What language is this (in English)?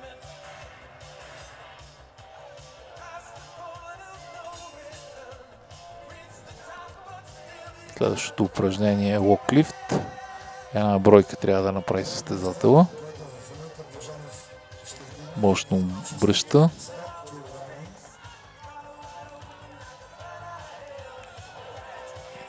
Bulgarian